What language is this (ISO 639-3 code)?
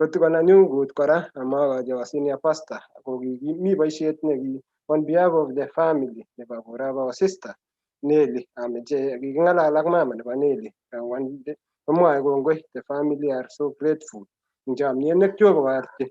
kln